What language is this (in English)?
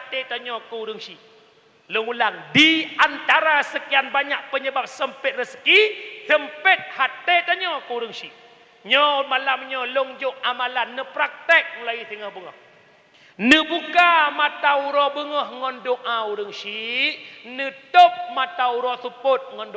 Achinese